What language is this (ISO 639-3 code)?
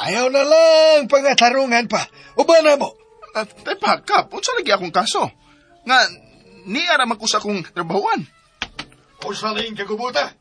ceb